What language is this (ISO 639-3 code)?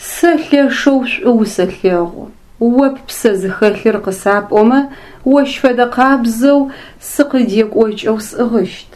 ady